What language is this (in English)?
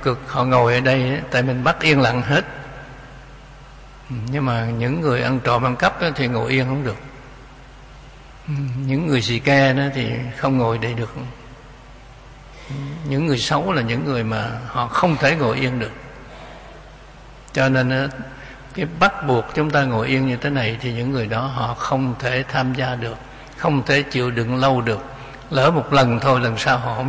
Vietnamese